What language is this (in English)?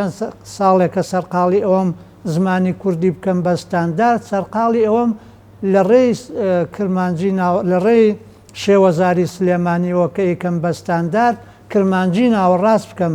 Central Kurdish